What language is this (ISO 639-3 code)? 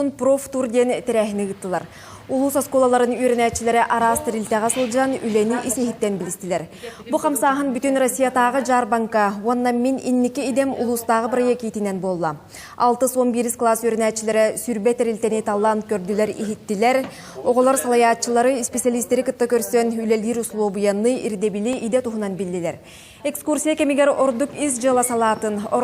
sah